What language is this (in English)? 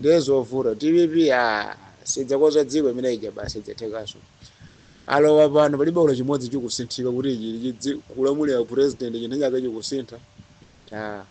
Nyanja